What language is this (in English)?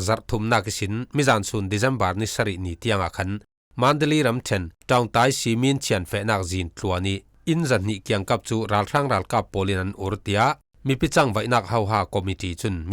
Falam Chin